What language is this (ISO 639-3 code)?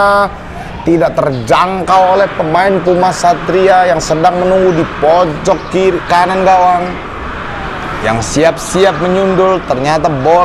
ind